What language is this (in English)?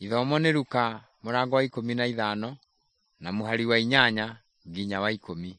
Kikuyu